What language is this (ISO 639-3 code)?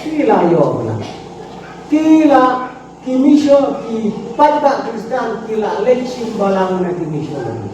kha